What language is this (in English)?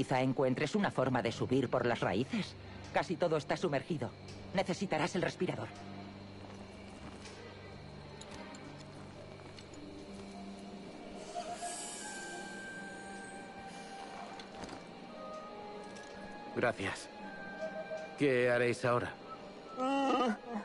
Spanish